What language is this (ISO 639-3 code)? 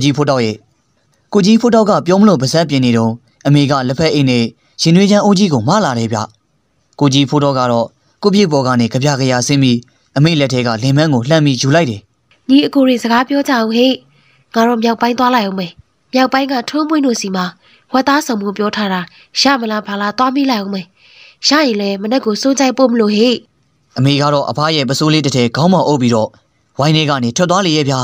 mya